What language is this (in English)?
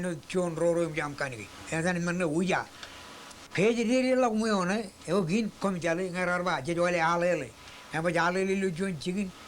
Marshallese